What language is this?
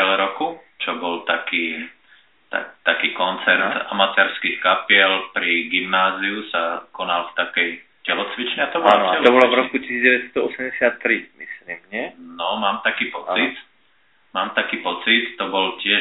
Slovak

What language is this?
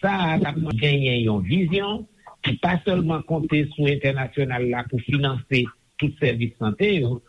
Haitian Creole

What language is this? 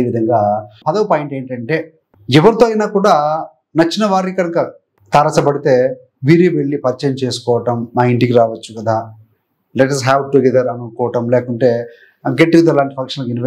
Telugu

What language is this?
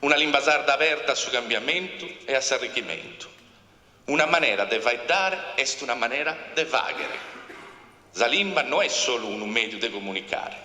Sardinian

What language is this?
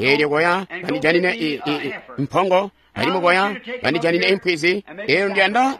Tonga (Zambia)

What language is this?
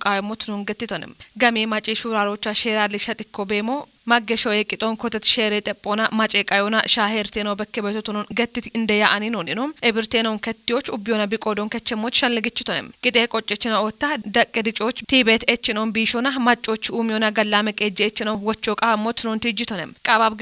Kafa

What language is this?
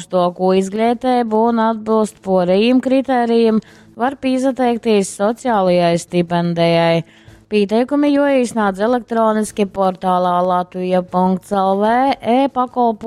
Latgalian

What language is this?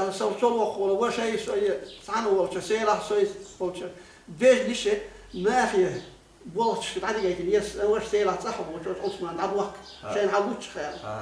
Chechen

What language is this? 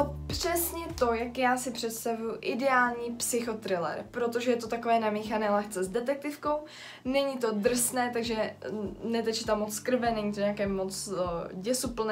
Czech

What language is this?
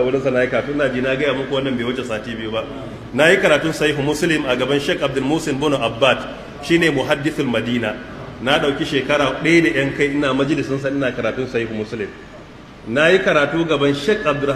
Hausa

